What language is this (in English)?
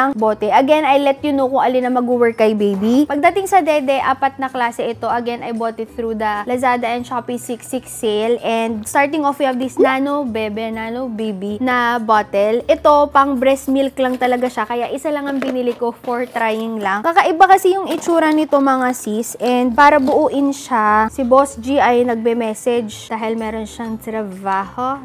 Filipino